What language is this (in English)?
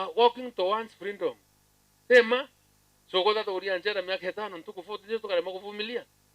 Meru